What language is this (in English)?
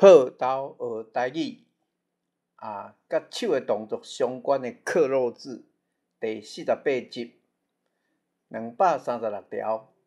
Min Nan Chinese